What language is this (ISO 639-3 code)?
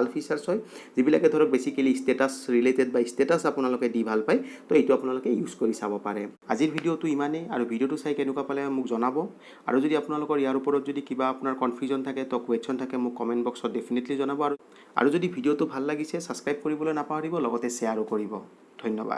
asm